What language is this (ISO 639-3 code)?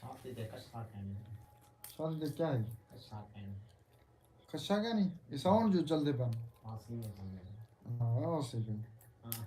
skr